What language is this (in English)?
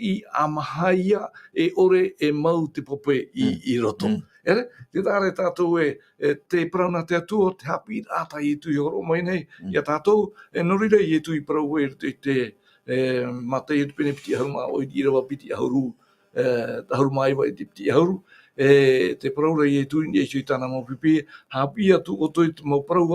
Tahitian